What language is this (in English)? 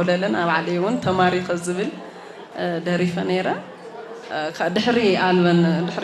Tigrinya